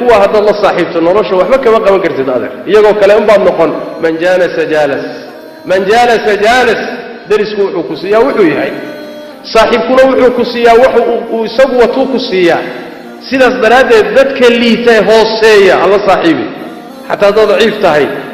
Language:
Somali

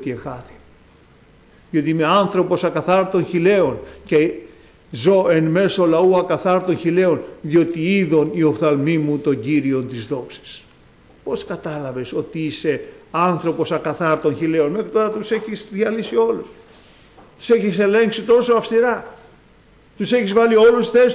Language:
Greek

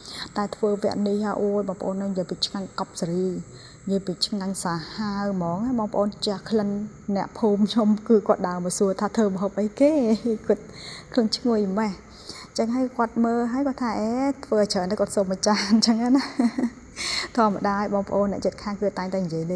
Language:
Khmer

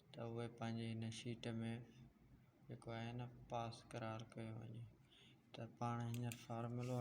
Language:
Sindhi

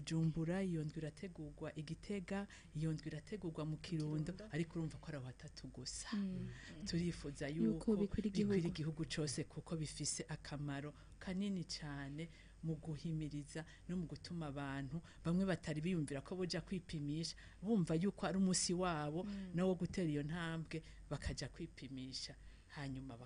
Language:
Rundi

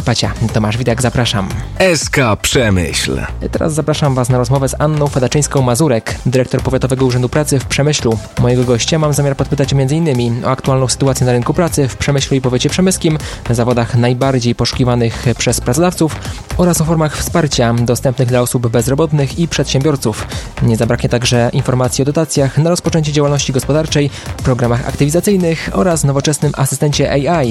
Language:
Polish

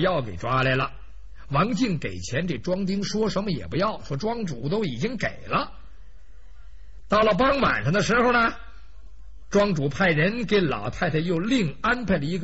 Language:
Chinese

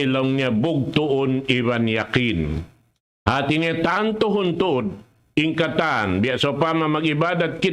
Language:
Tausug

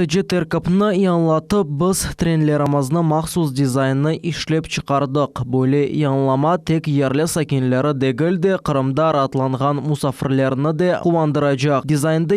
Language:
Crimean Tatar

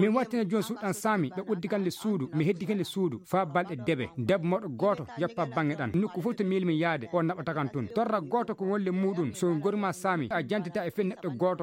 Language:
Maasina Fulfulde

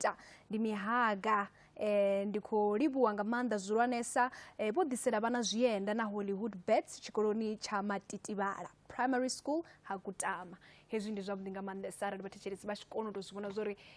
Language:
Venda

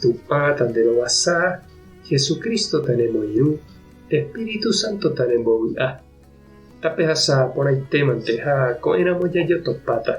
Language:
Guarani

